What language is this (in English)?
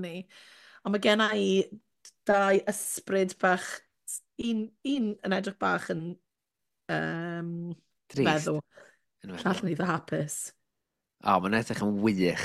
Welsh